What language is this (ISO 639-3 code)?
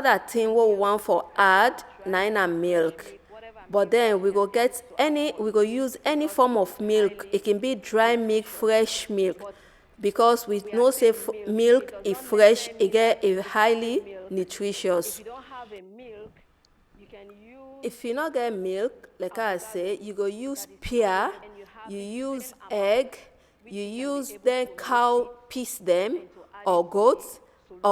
pcm